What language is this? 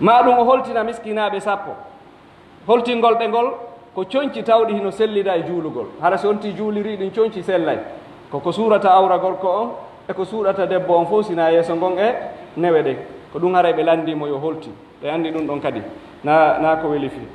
Pular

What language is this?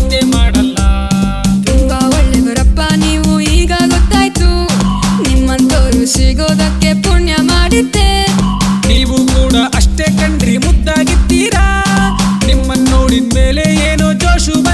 Kannada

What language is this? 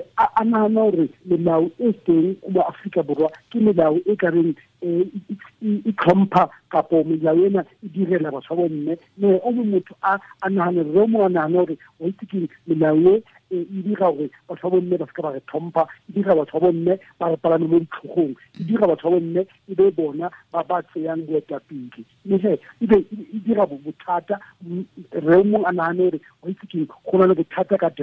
Tswana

